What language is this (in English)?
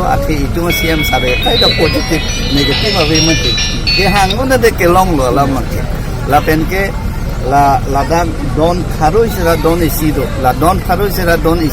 Karbi